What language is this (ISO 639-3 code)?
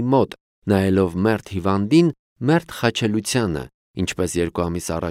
hye